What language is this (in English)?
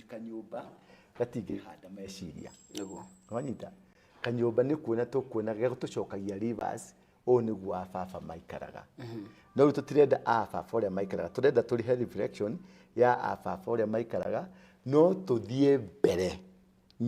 Kikuyu